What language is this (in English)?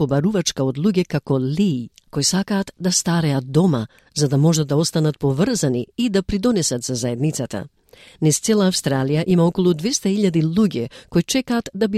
Macedonian